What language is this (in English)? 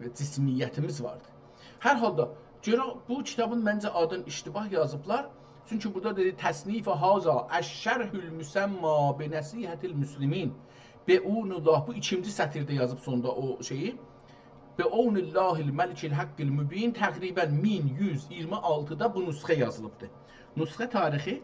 South Azerbaijani